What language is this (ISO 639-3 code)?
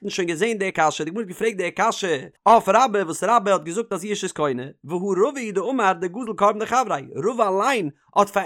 yid